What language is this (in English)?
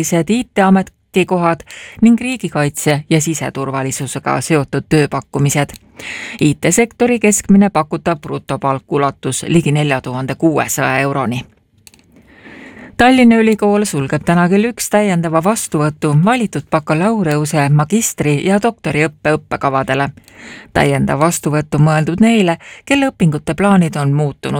Estonian